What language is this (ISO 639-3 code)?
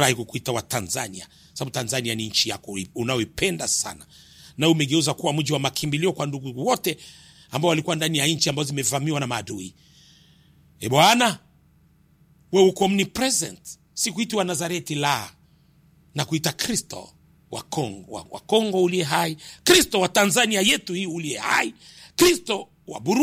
swa